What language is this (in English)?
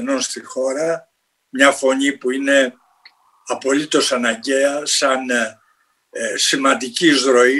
Greek